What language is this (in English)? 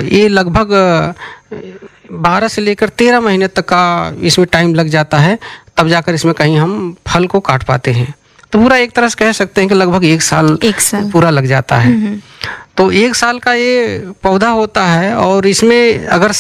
Hindi